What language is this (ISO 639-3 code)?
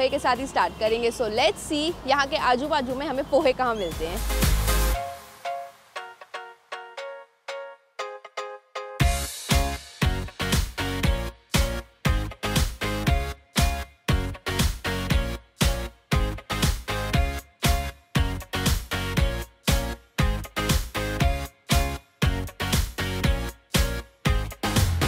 hin